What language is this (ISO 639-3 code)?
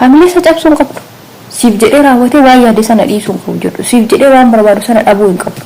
orm